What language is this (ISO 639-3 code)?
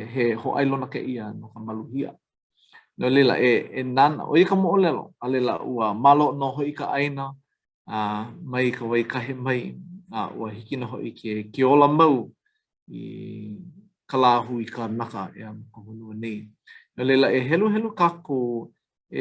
haw